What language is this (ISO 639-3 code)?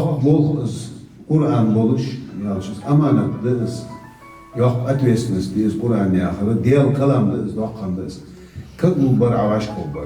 inh